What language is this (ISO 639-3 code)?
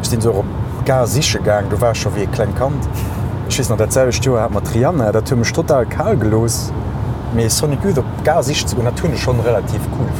ltz